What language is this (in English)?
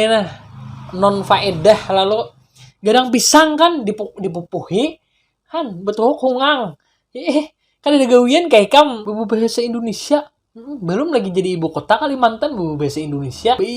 Banjar